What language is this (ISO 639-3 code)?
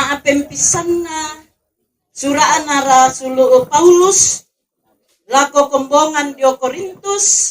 sda